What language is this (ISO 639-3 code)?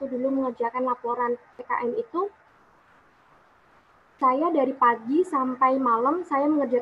ind